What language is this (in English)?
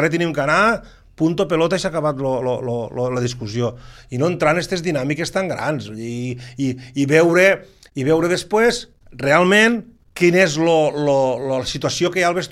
Catalan